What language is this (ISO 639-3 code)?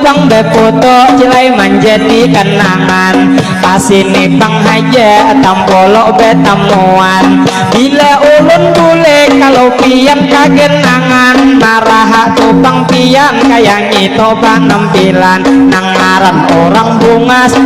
bjn